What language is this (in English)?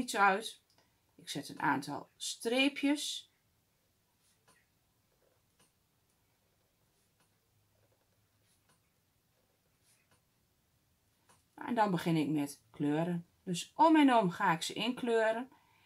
Dutch